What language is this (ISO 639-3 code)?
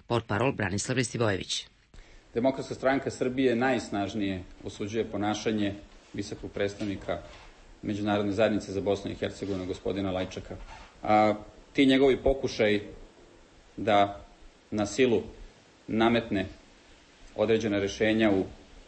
srp